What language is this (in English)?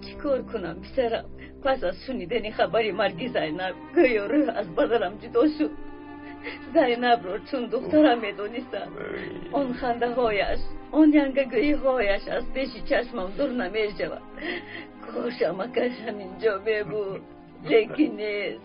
Tajik